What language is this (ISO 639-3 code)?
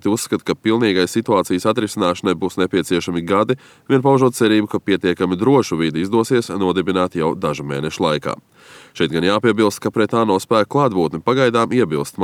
lav